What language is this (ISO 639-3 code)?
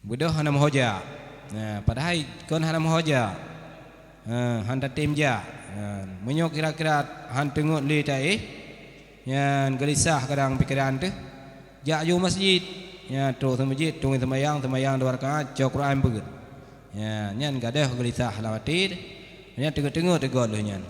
ace